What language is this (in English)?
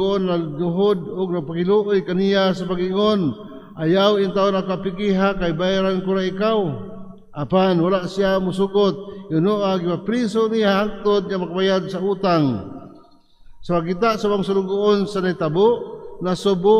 Cebuano